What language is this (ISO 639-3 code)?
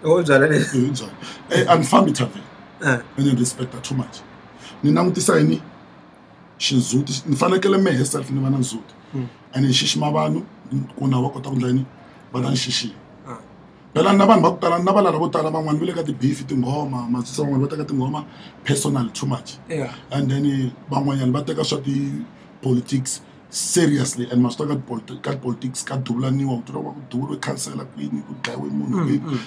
tso